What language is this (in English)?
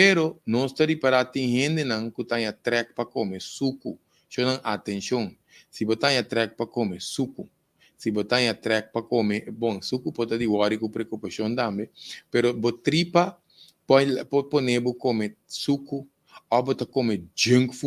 Papiamento